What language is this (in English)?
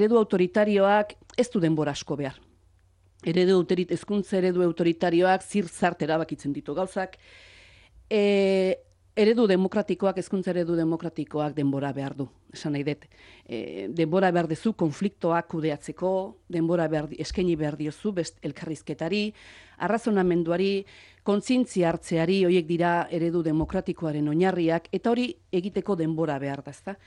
Basque